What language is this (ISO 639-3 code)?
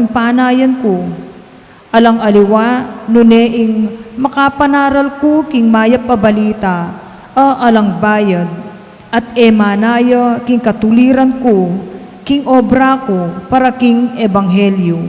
pam